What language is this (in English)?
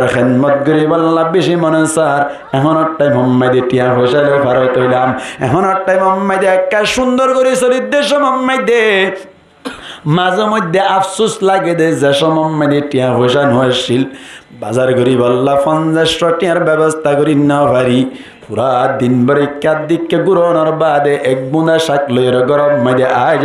Rohingya